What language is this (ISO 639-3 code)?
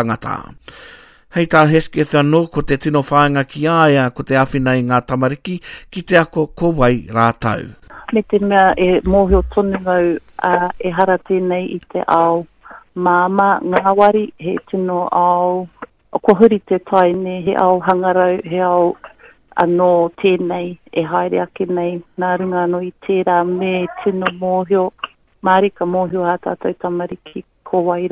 mri